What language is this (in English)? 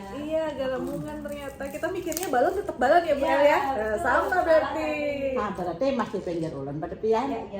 Banjar